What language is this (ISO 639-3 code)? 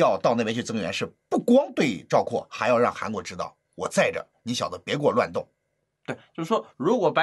zho